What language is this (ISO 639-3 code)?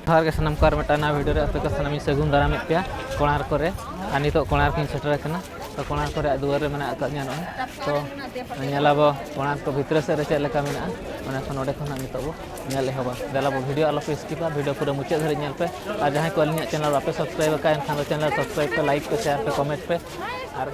sat